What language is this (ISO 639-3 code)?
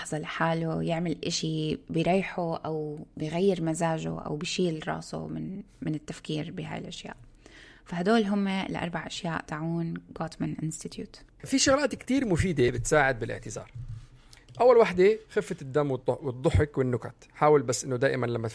apc